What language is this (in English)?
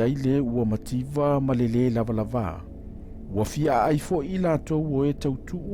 Samoan